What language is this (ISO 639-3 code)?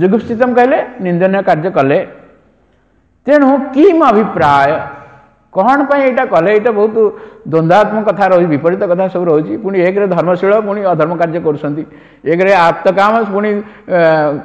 ori